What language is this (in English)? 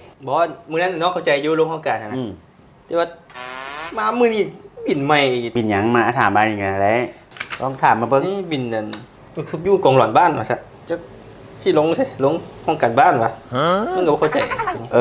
Northeastern Thai